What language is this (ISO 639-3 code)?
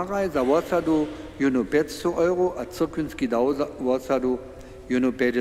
hsb